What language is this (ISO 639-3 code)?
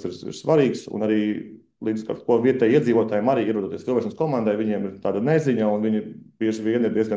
lav